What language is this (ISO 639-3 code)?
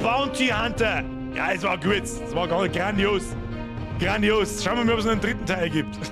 bar